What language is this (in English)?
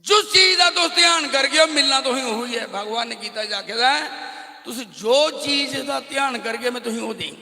Dogri